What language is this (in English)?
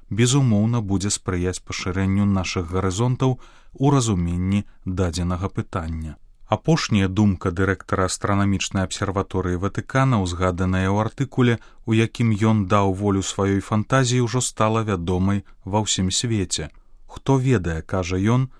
Belarusian